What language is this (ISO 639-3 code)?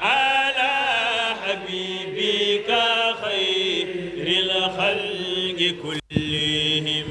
ful